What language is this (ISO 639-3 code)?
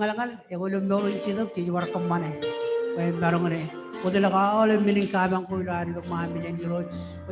mah